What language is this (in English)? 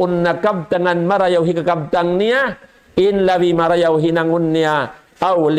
Tausug